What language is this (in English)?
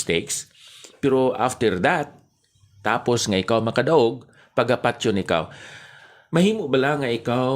Hiligaynon